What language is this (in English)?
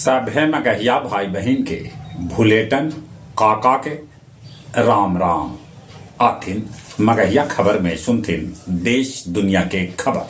Magahi